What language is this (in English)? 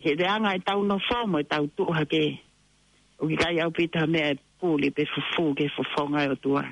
Tongan